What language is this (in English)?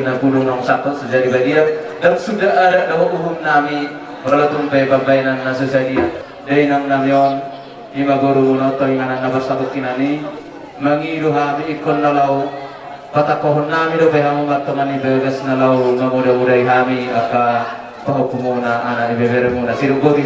Batak Toba